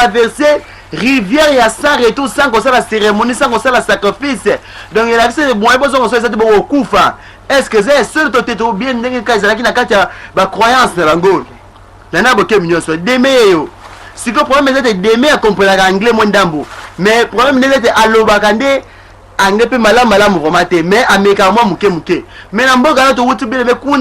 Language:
Lingala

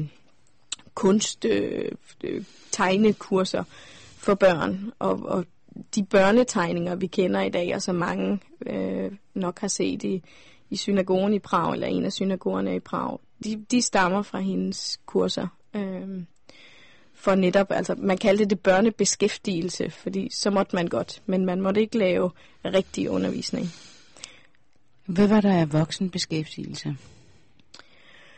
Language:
Danish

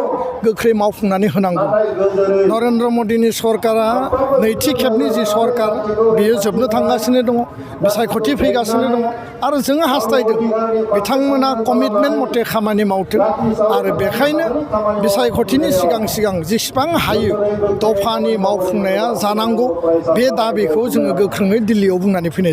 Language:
Bodo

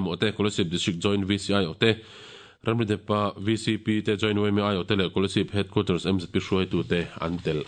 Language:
Mizo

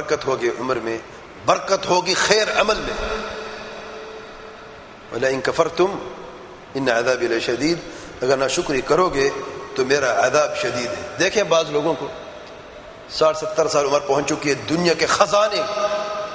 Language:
Urdu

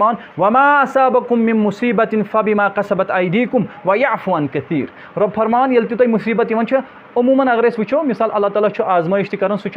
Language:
Kashmiri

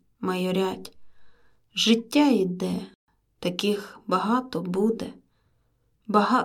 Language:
Ukrainian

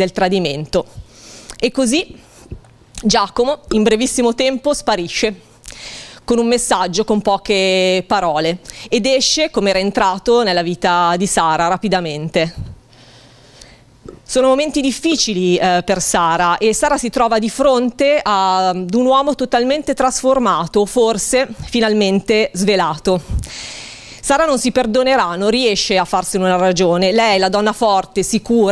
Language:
Italian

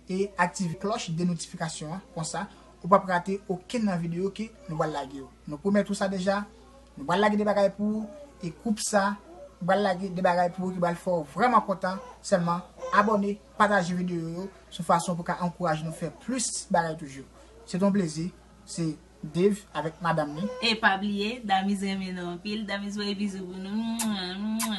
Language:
Haitian Creole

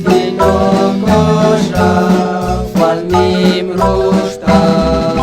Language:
Kekchí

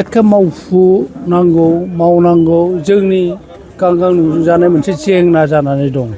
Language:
Bodo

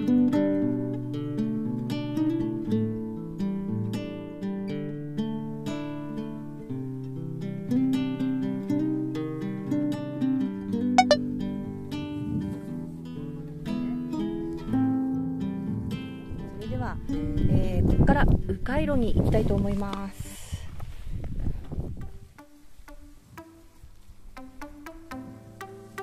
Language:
Japanese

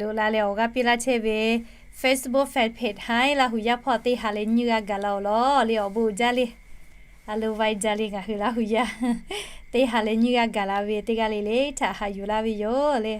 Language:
Lahu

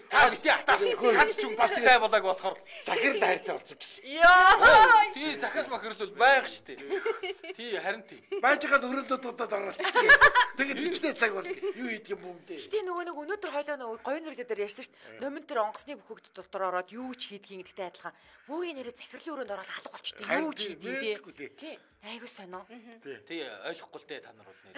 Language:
Mongolian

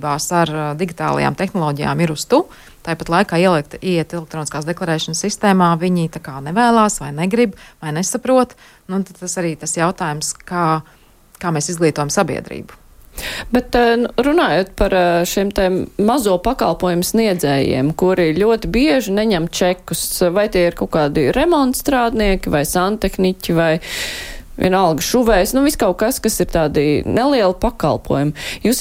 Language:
Latvian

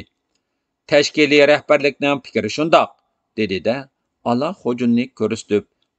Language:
Uyghur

